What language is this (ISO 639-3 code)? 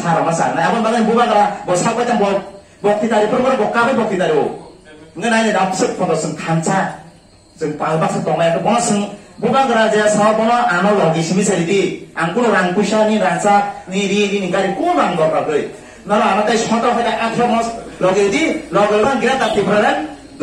trp